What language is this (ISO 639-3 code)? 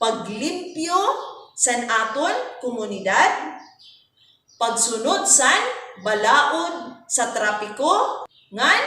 war